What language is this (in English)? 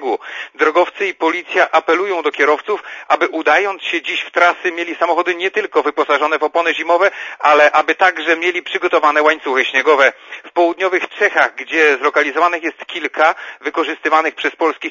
Polish